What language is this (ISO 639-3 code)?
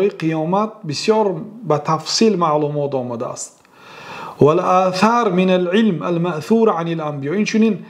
fas